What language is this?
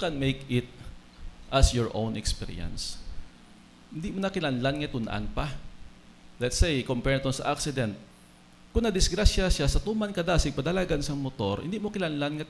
Hiligaynon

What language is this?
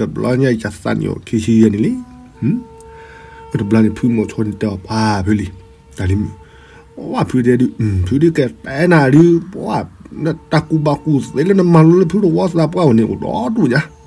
S'gaw Karen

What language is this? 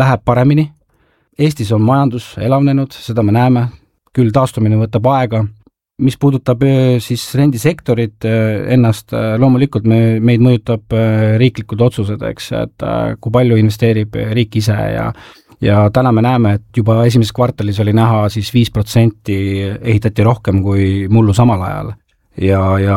Estonian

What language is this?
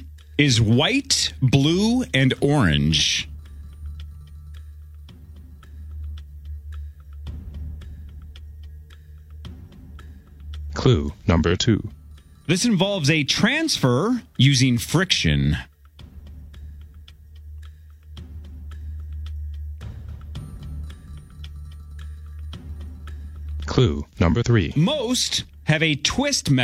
English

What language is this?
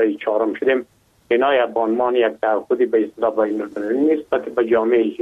Persian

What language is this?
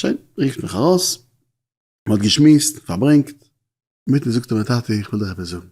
Yiddish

